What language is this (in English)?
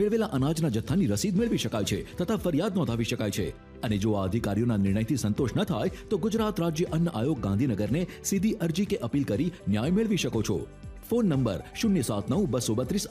Gujarati